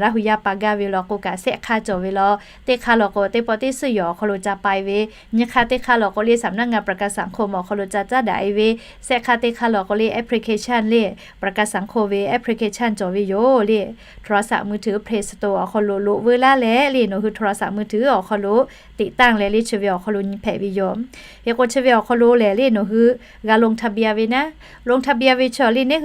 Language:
Lahu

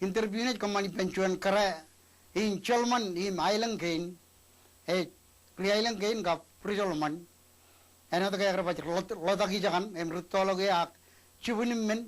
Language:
Marshallese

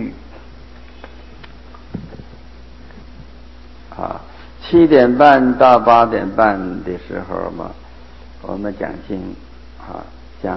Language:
Chinese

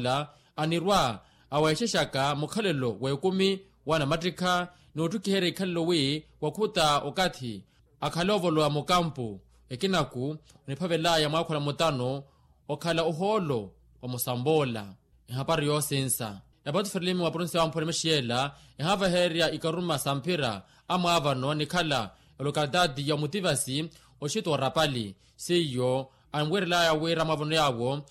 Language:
Makhuwa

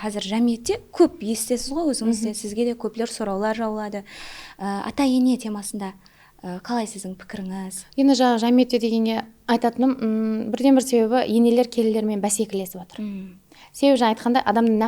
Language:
Kara-Kalpak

